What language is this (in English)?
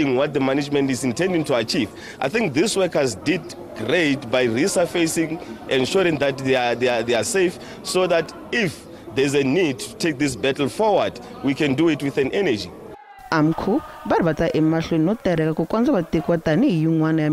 Tsonga